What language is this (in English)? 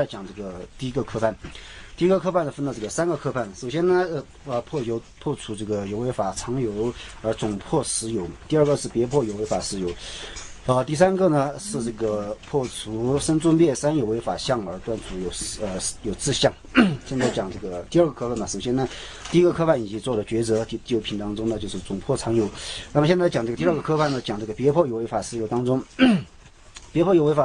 Chinese